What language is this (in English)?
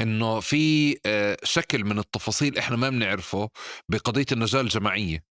North Levantine Arabic